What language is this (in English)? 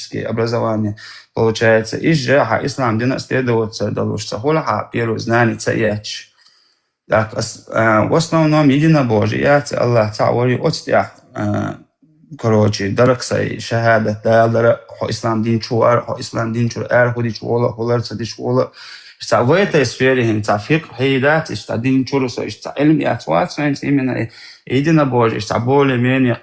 Chechen